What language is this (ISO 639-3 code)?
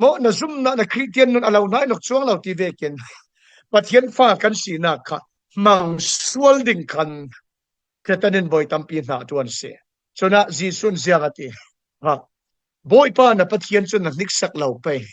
cfm